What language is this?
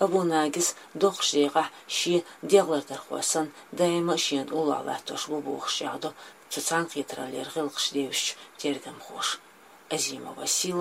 Chechen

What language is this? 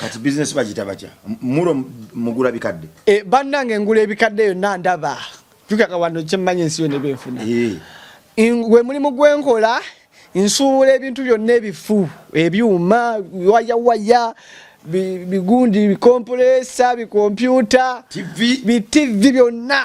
Ganda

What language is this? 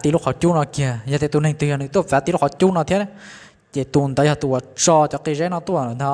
Hmong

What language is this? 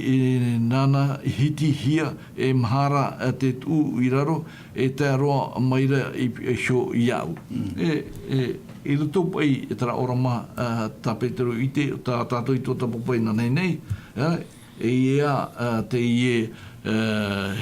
Tahitian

